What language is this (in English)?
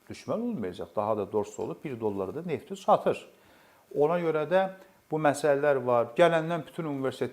Azerbaijani